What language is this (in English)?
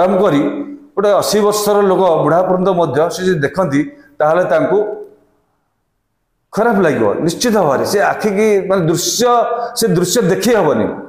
Odia